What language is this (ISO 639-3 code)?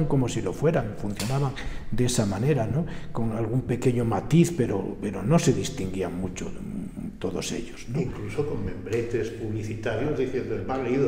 spa